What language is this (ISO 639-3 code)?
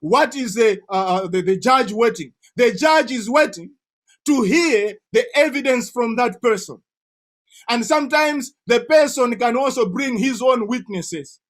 eng